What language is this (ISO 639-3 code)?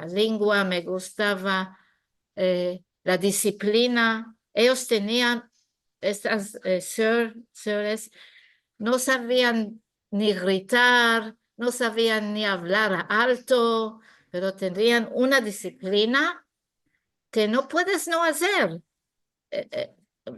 lad